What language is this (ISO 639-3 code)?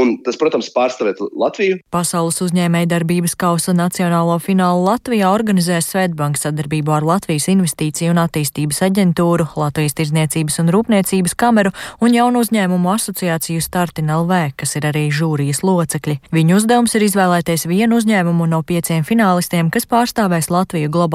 lav